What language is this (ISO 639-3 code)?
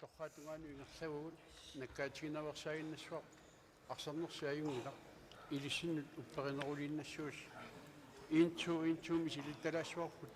kal